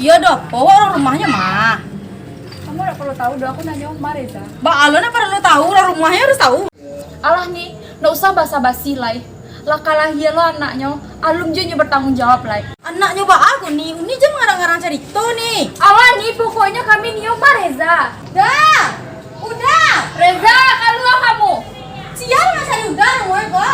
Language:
Minangkabau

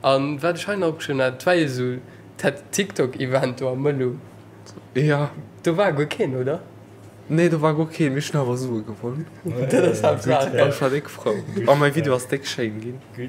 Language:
Luxembourgish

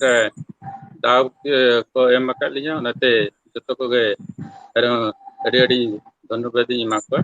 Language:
Santali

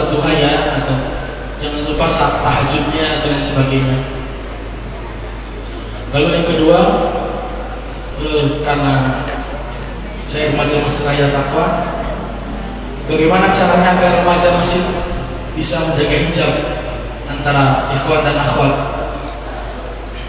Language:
Indonesian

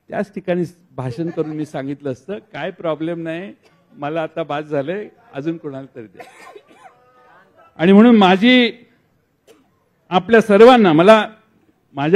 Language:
Marathi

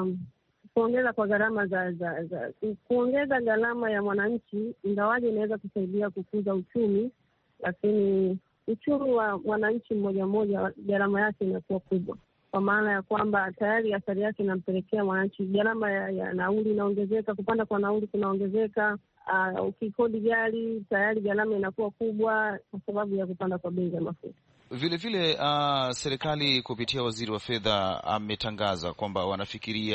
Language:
Swahili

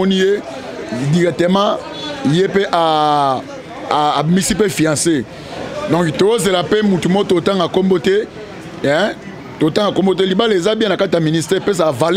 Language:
Lingala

